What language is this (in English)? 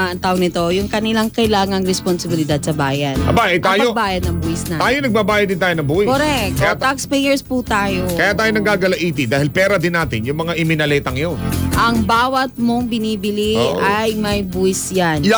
Filipino